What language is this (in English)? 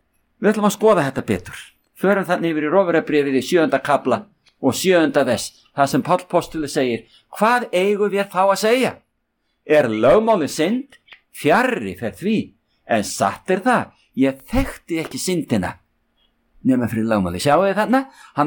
Icelandic